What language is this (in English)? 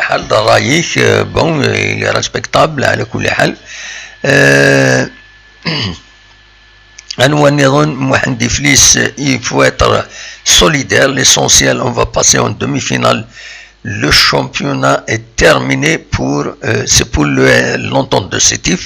Kabyle